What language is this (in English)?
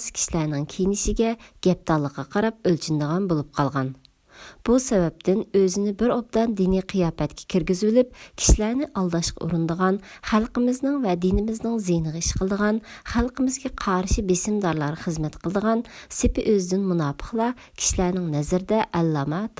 Uyghur